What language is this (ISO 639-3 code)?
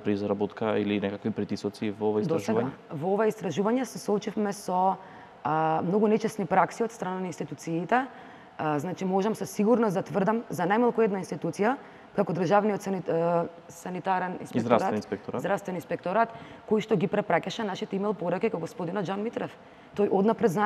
mkd